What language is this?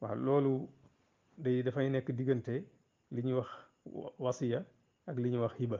Wolof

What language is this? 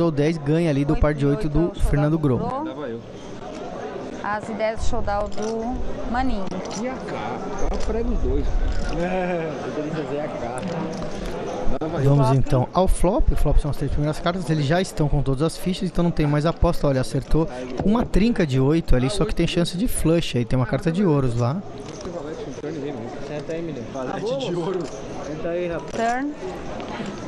Portuguese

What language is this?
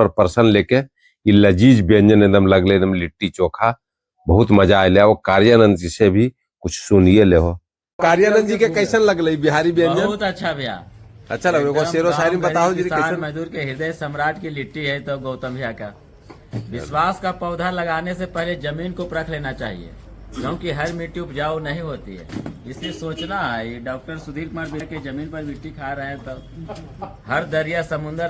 Magahi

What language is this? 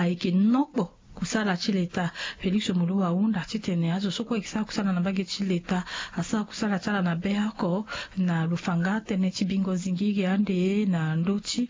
Sango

